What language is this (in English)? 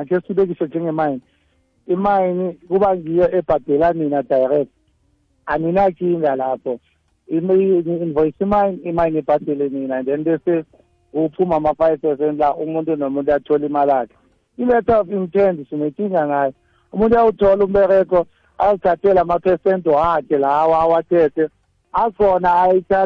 South Ndebele